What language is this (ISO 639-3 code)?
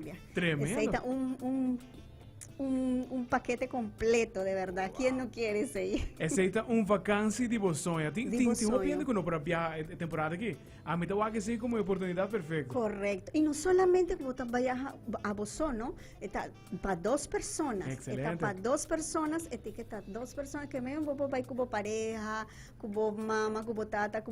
pap